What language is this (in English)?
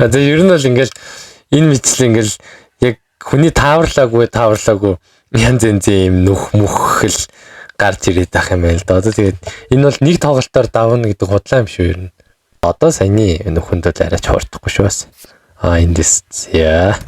Mongolian